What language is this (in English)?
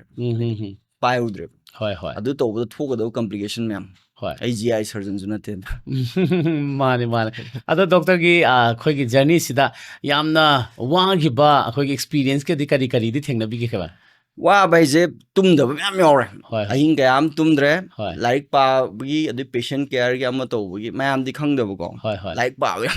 Manipuri